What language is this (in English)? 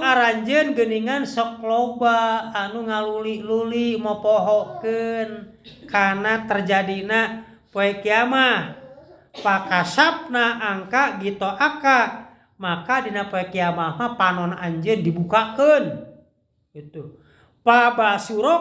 Sundanese